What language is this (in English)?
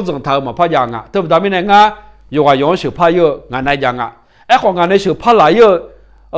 Akha